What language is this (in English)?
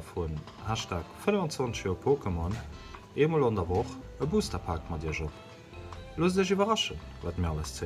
Luxembourgish